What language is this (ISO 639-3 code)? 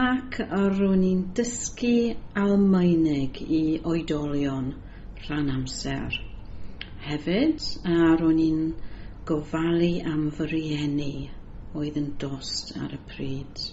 cym